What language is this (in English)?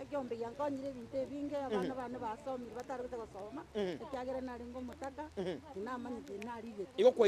Gusii